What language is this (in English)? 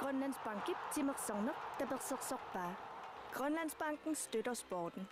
Kalaallisut